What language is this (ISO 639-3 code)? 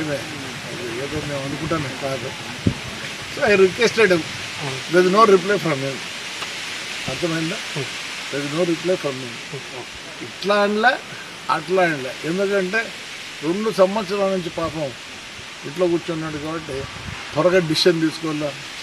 tel